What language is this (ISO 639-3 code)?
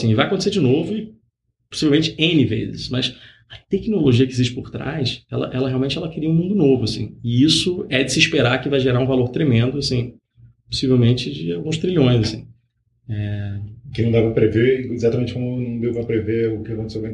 por